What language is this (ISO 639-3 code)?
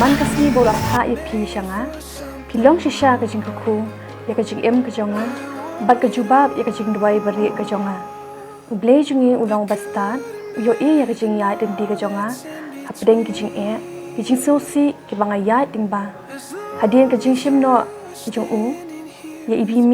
kha